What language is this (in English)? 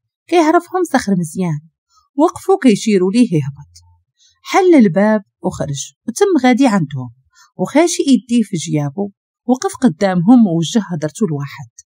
Moroccan Arabic